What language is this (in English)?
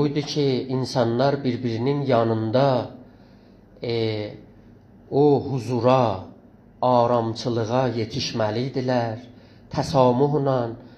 South Azerbaijani